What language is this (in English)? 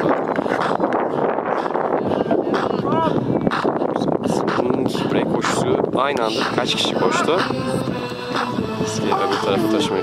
Turkish